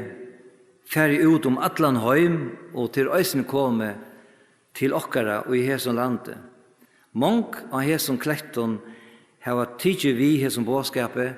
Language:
Faroese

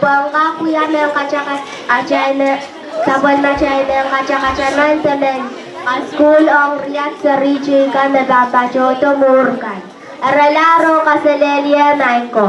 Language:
Pohnpeian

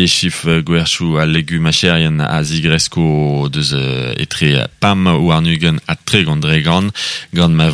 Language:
Breton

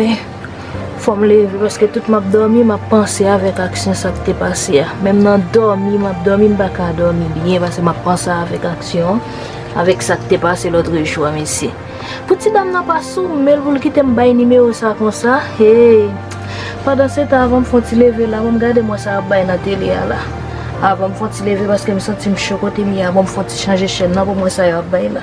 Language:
Haitian Creole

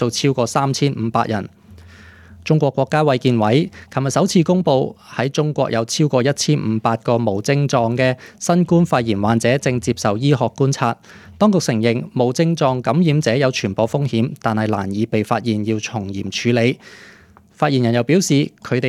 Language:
Cantonese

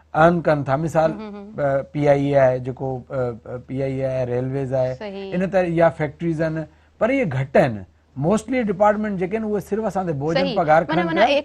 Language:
Sindhi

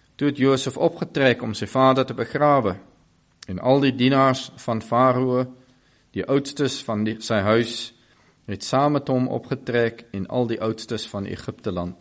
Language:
Afrikaans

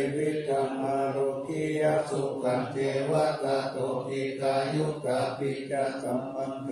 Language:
Pali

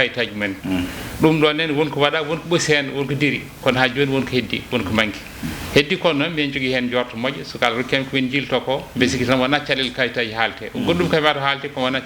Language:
Fula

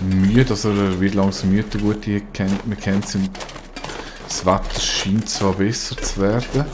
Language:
Swiss German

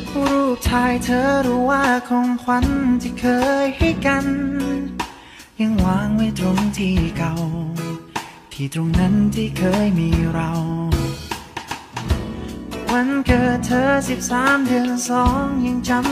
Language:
Thai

